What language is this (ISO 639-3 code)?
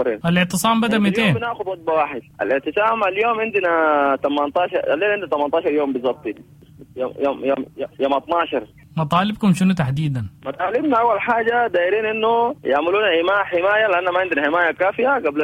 apd